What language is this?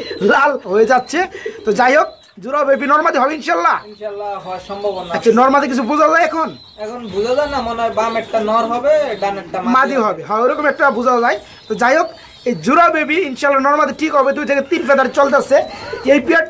Bangla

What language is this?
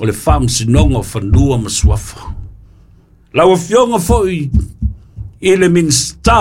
Samoan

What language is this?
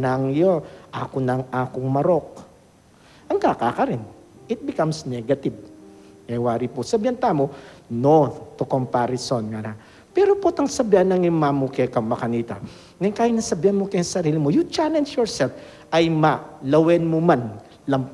Pampanga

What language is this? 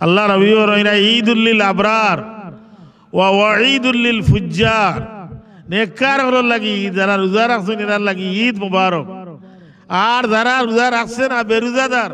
Sylheti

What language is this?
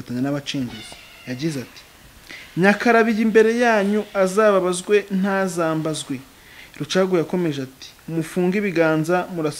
Kinyarwanda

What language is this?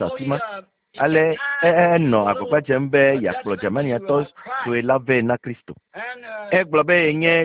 Ewe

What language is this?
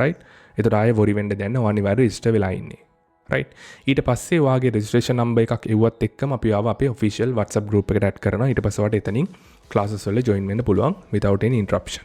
Sinhala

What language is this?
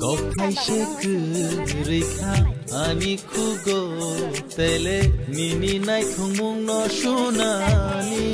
Kok Borok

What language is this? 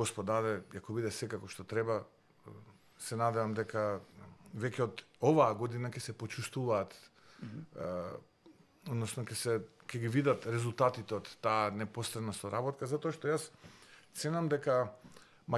Macedonian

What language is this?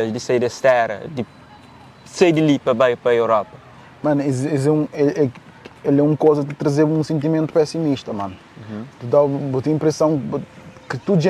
Kabuverdianu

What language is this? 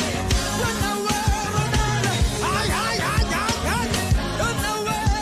Southern Sotho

